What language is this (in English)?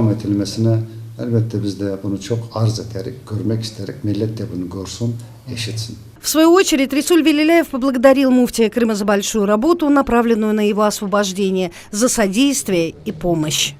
Crimean Tatar